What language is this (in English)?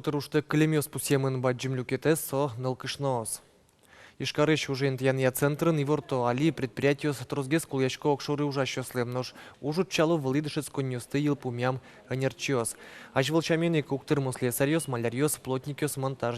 Udmurt